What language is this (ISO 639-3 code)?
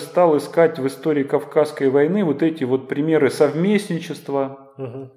rus